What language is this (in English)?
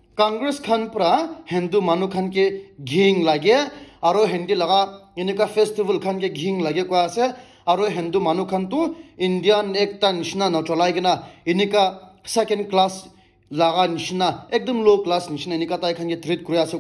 Naga Pidgin